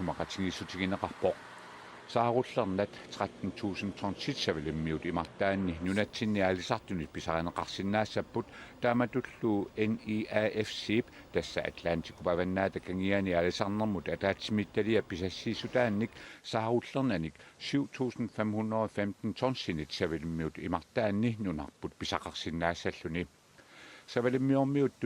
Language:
Kalaallisut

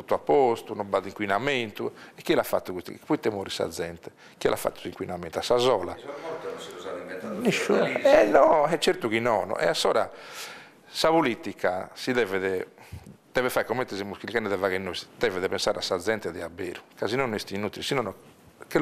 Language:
Sardinian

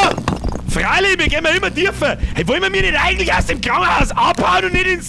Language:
Bavarian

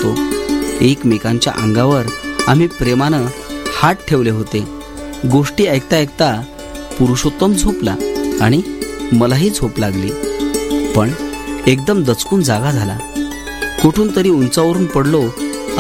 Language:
Marathi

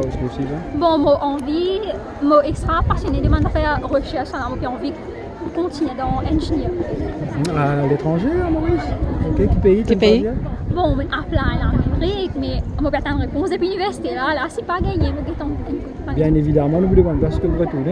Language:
Morisyen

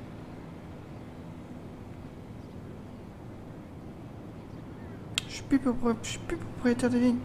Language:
French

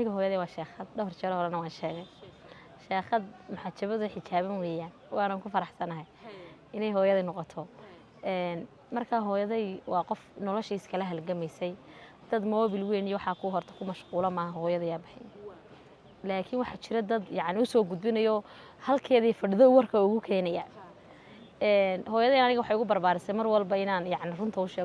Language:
Somali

